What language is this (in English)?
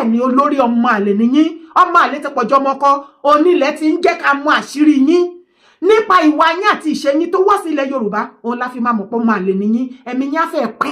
Yoruba